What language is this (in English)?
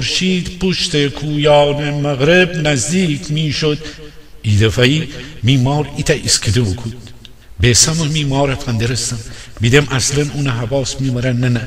Gilaki